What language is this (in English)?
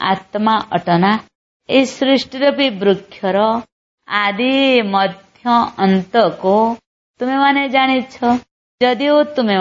Odia